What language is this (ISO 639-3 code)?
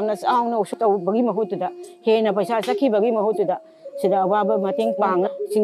mni